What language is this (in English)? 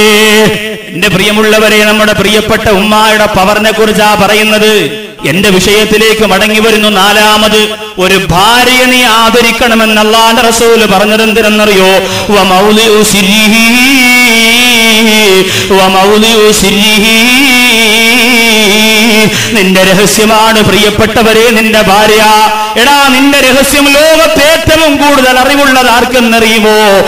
Malayalam